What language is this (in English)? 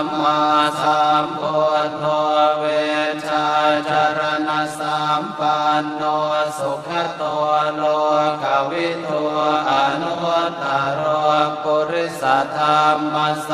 Pali